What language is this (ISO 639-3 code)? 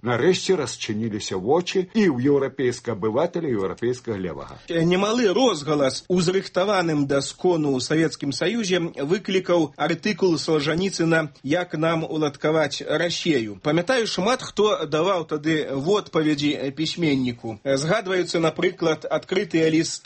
bel